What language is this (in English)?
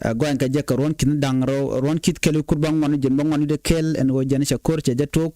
Nuer